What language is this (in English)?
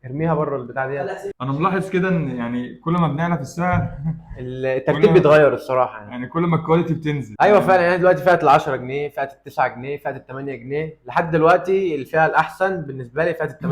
Egyptian Arabic